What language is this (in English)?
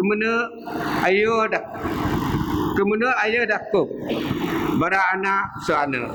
Biatah Bidayuh